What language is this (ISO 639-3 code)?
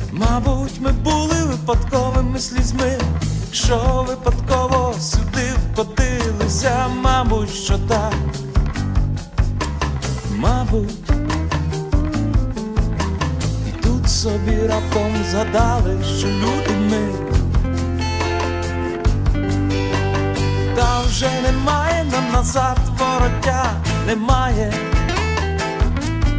ukr